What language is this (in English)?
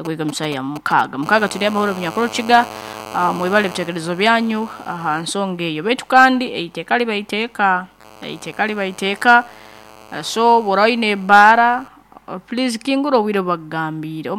Nyoro